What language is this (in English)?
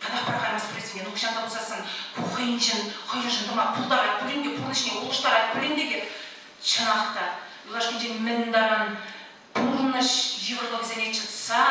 Chuvash